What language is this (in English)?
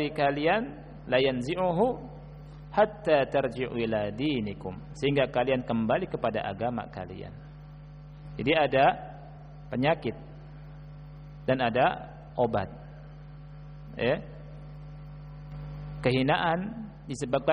Indonesian